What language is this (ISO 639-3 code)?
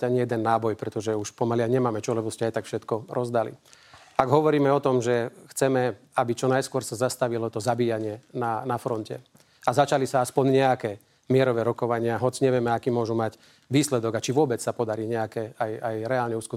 slk